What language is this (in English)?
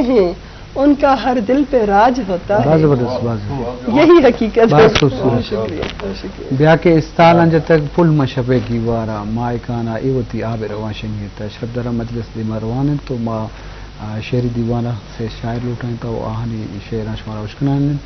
Eastern Balochi